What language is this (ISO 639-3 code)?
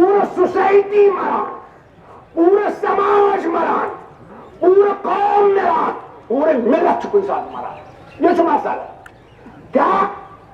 kas